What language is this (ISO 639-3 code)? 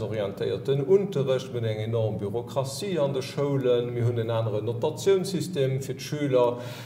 ltz